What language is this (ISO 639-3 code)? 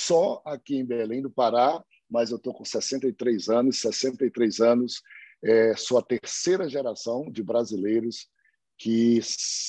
por